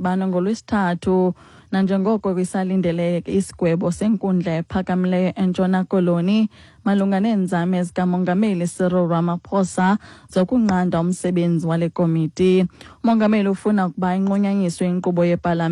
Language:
Xhosa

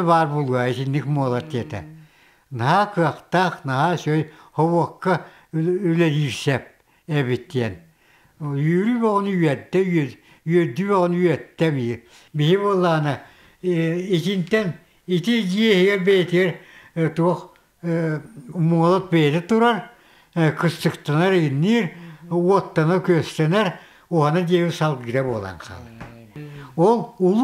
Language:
Yakut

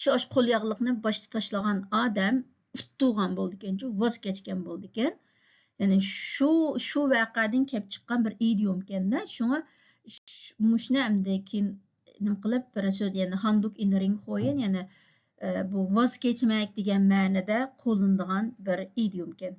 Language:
Uyghur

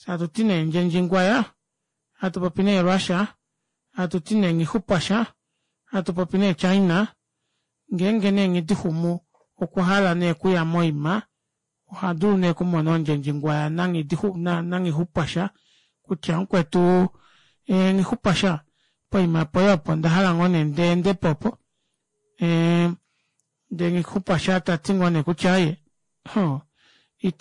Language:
Kuanyama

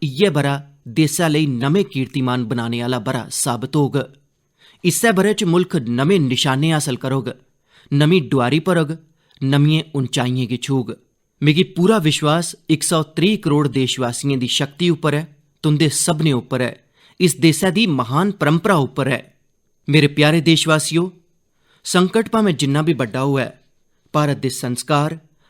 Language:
Dogri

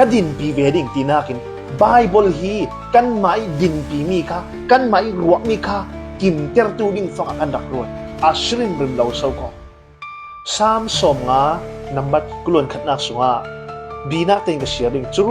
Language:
Falam Chin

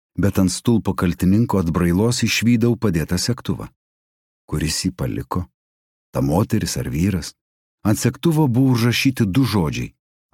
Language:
Lithuanian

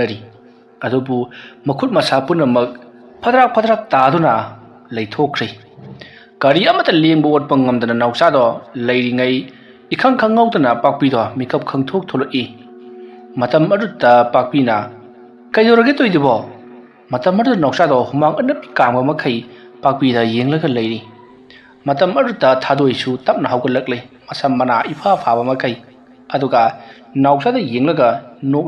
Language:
Manipuri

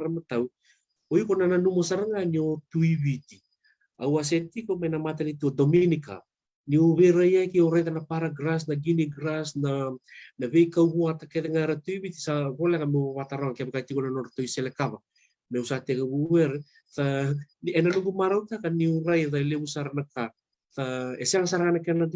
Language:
Fijian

